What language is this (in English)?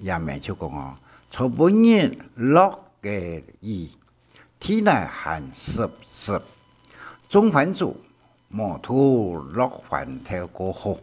Hakka Chinese